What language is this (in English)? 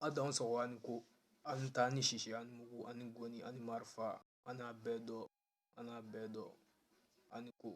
Bambara